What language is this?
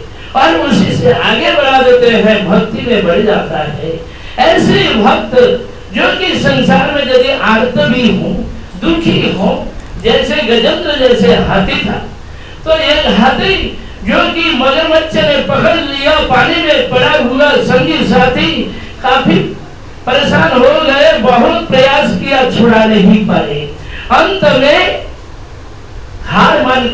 Hindi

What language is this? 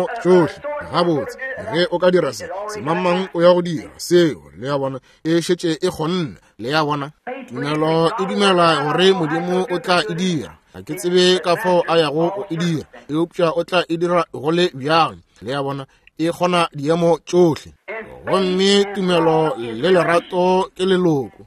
Northern Sotho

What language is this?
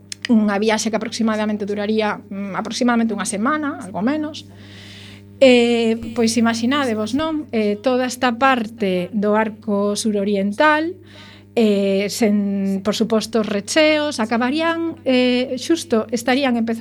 Galician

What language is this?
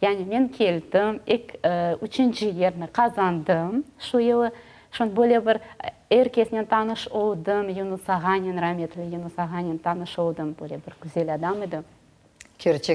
Crimean Tatar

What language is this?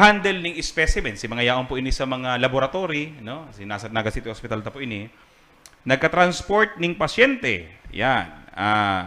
Bikol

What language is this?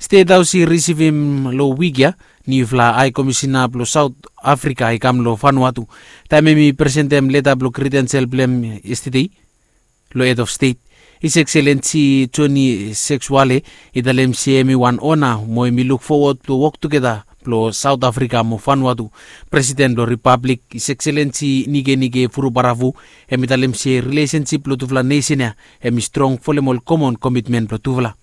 Bislama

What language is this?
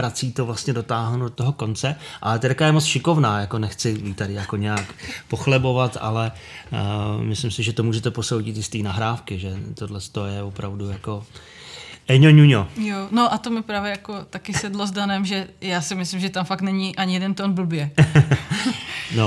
Czech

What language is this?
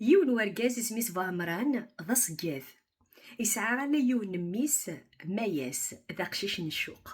Kabyle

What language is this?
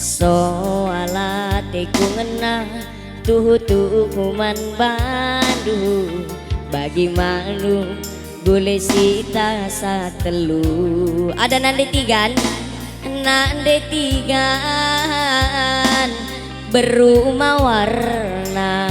Batak Karo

